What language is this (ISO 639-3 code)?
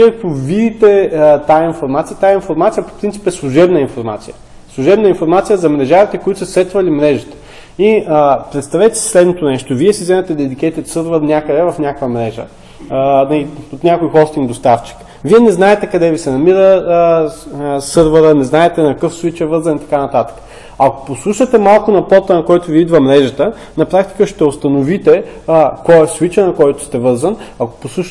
bul